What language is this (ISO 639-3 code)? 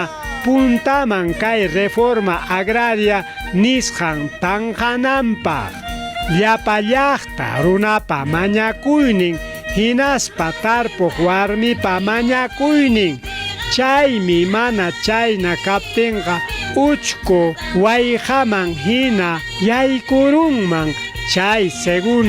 quy